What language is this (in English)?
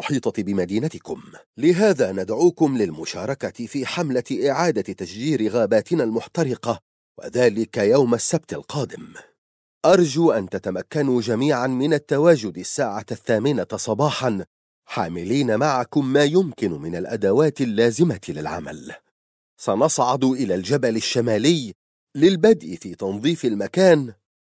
Arabic